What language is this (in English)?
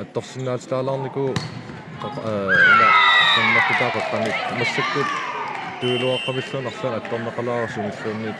Kalaallisut